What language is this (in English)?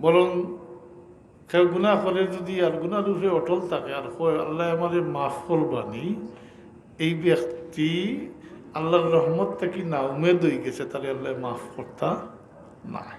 Sylheti